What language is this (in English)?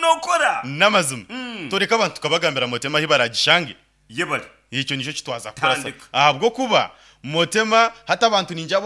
Nyankole